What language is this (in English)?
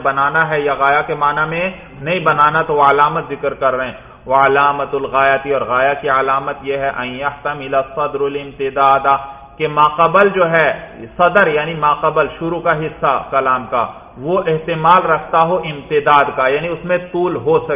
Urdu